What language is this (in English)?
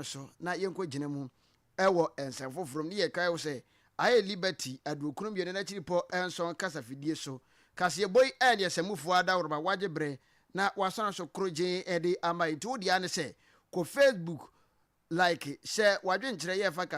Akan